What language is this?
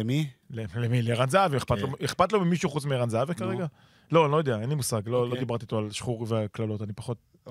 Hebrew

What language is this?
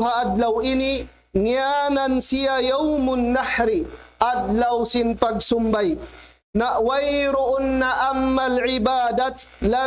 Tausug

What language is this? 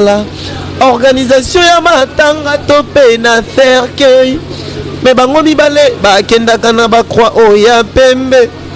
Lingala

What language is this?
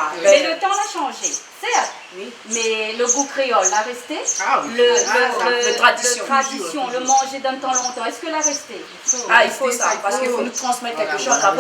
Réunion Creole French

